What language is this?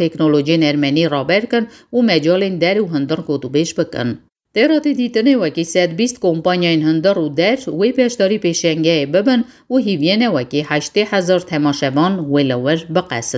Kurdish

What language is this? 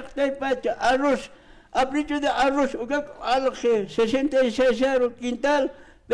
Aymara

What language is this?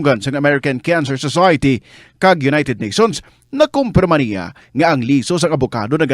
Hiligaynon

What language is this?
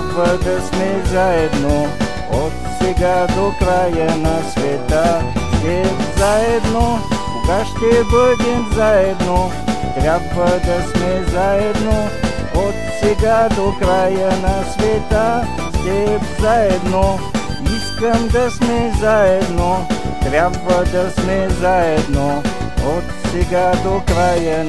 Bulgarian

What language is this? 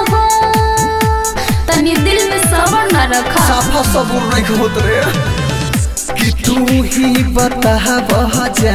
Bhojpuri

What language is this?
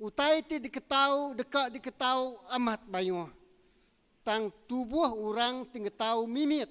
Iban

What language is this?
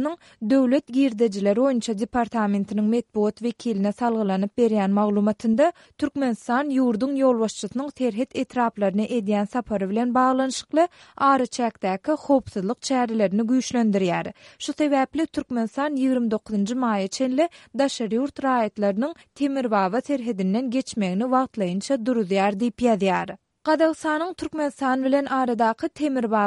Turkmen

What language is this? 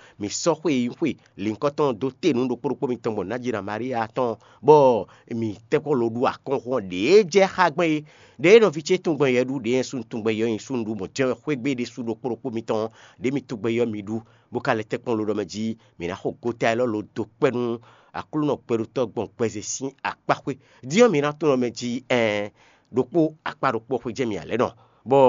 Fon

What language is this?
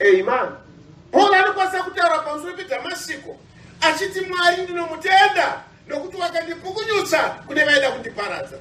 Shona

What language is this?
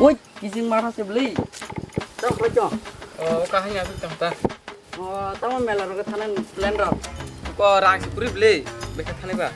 Kok Borok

